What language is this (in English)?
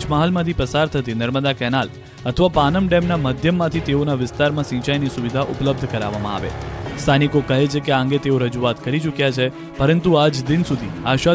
Gujarati